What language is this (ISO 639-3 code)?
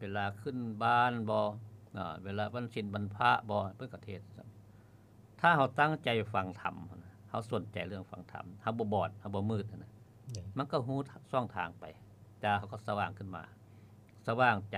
lao